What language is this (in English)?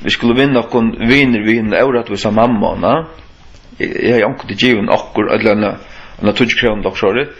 Faroese